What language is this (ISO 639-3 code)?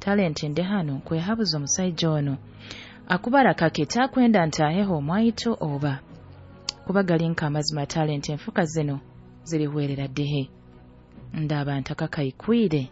nyo